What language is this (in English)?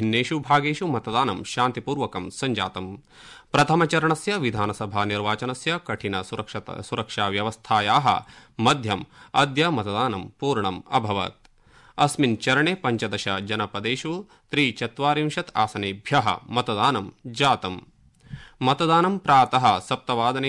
Sanskrit